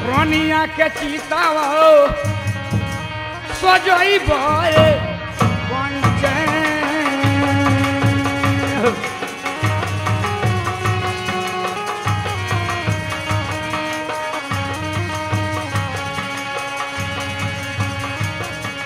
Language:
Bhojpuri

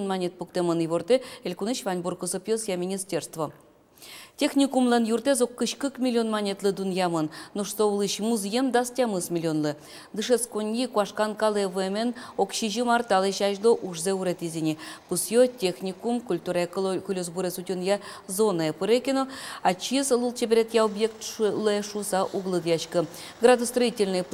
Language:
Udmurt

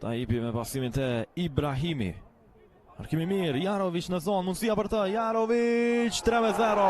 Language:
Albanian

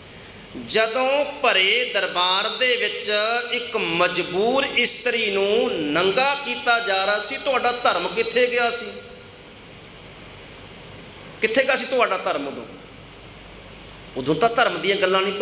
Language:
Punjabi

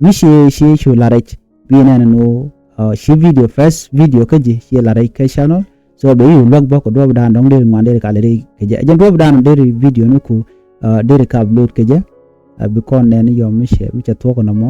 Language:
Nuer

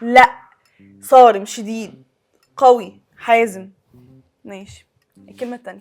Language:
Egyptian Arabic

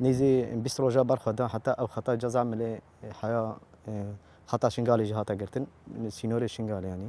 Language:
Kurdish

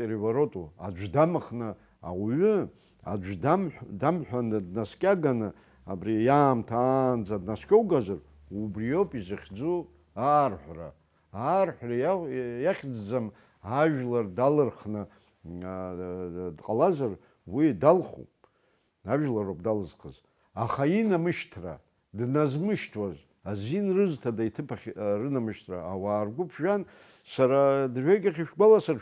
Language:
Abkhazian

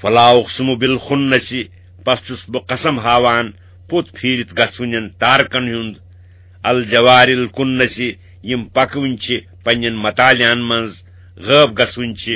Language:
Kashmiri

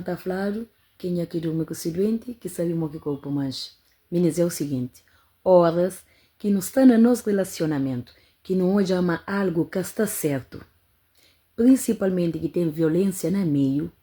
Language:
Kabuverdianu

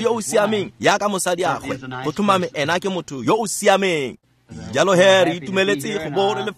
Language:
Tswana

